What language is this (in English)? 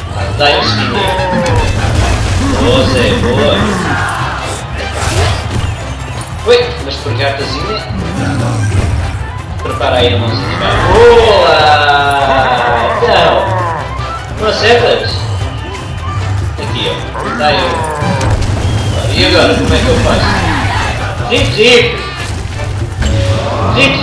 Portuguese